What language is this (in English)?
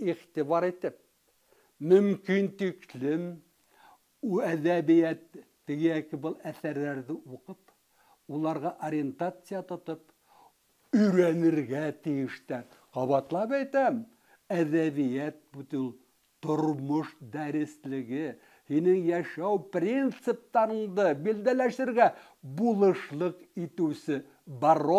Bashkir